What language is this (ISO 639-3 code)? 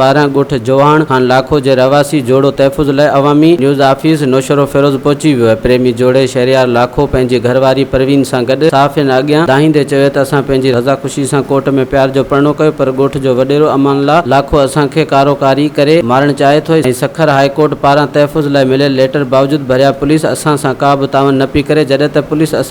snd